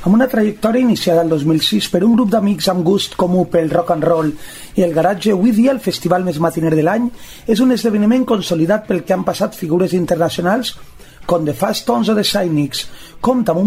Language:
Catalan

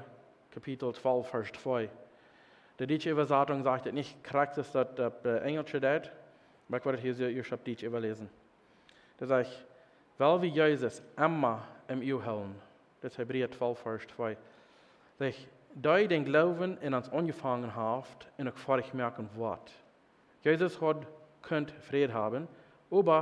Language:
Plautdietsch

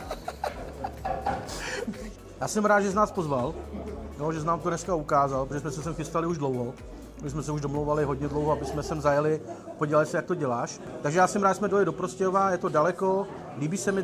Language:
Czech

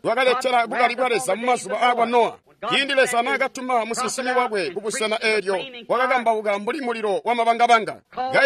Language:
Tonga (Zambia)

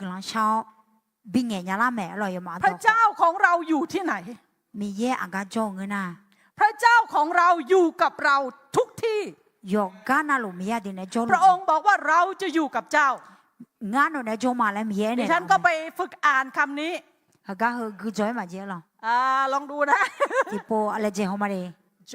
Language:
Akha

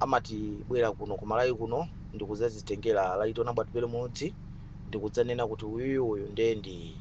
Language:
Nyanja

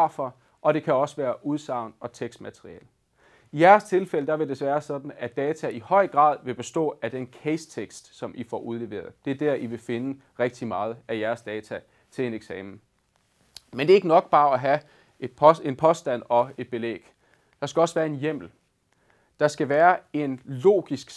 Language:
Danish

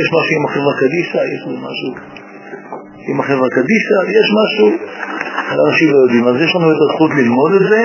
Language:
Hebrew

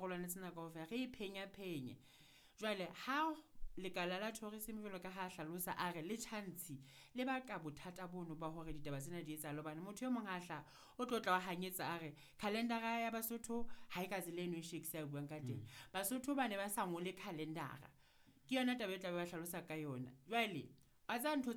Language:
Southern Sotho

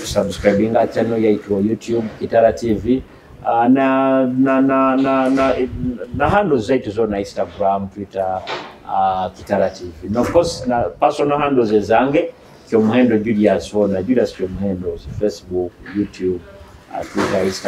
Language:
Nyoro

